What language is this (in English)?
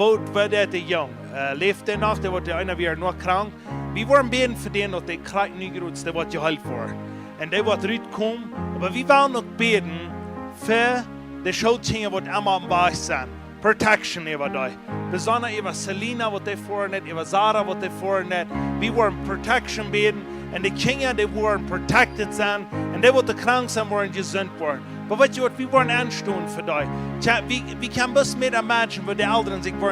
Plautdietsch